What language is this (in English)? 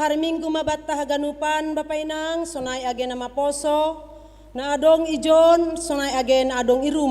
Batak Simalungun